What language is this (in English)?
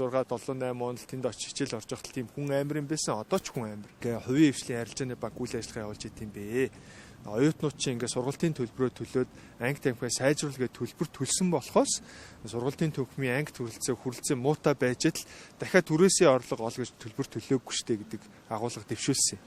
Mongolian